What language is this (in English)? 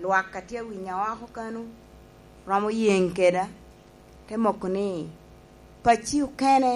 Lango (Uganda)